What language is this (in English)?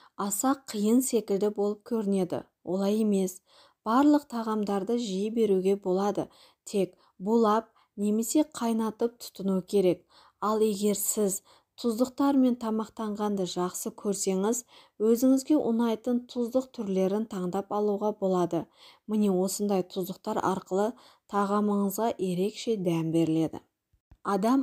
Kazakh